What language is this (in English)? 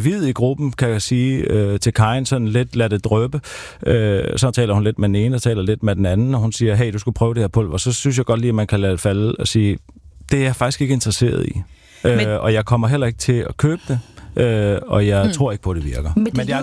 Danish